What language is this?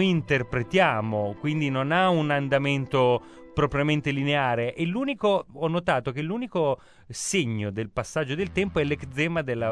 Italian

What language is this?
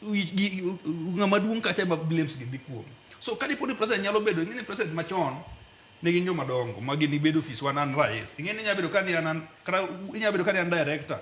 Luo (Kenya and Tanzania)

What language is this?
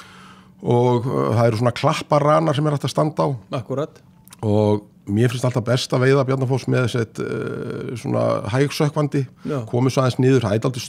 Icelandic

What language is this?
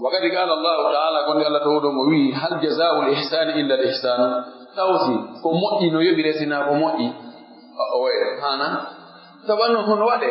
Fula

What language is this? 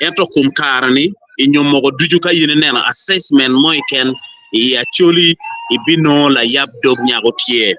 Acoli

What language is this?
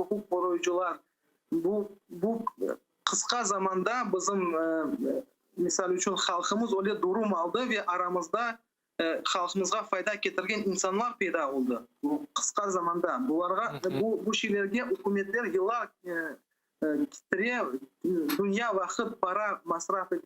Crimean Tatar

